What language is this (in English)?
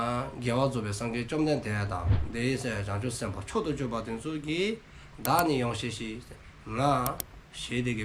Dzongkha